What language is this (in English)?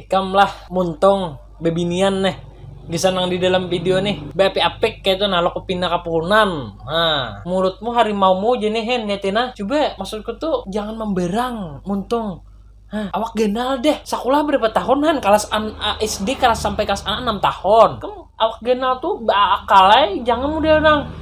Banjar